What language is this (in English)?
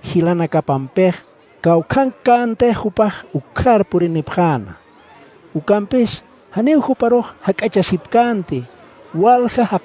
Aymara